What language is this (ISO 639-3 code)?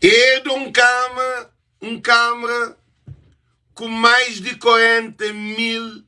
kea